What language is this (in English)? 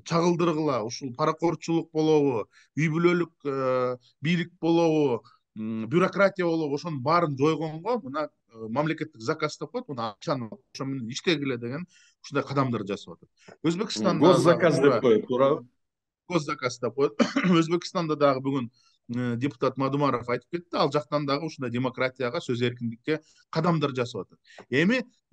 Kyrgyz